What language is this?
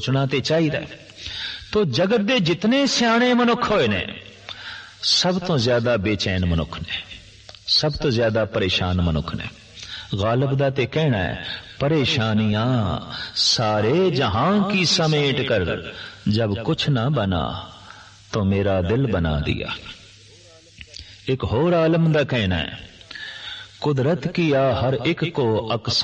Punjabi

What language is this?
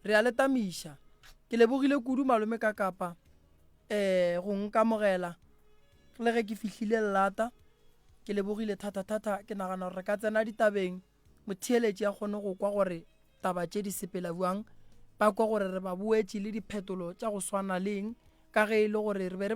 Northern Sotho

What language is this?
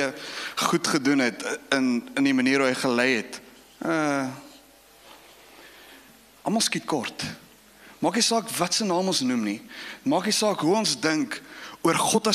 Afrikaans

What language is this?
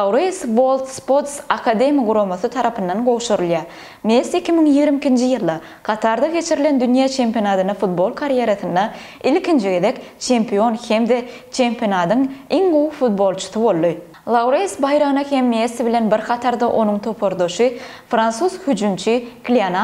Turkmen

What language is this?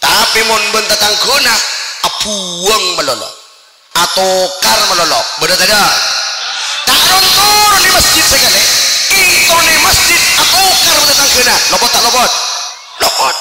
Madurese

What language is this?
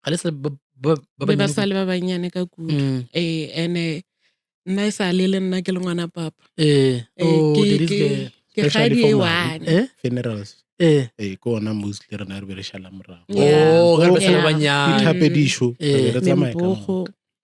Northern Sotho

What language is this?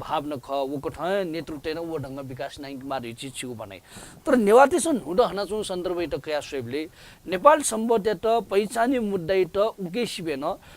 Newari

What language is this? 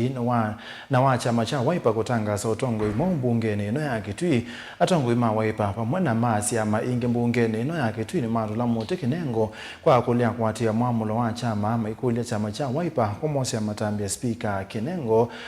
Kamba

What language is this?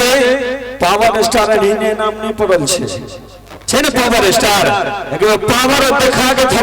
Maithili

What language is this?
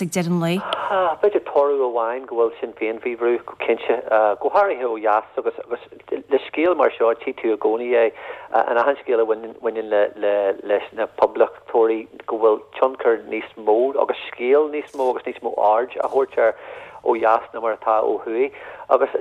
Irish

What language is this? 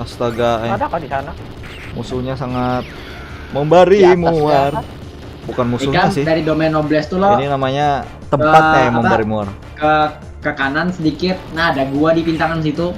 Banjar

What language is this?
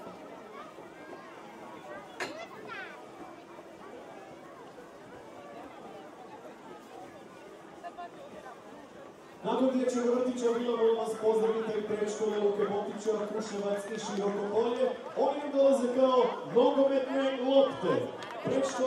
Croatian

